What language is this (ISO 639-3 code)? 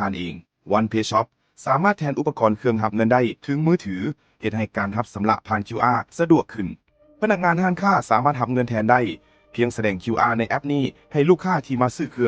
lao